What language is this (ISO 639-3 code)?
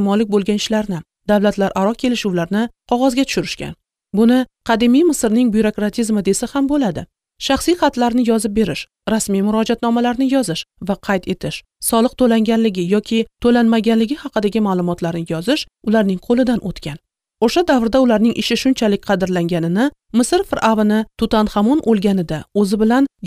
uzb